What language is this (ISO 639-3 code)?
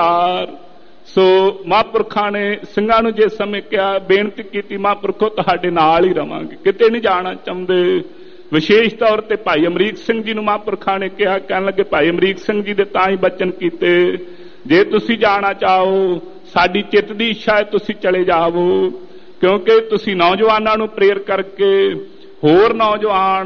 pan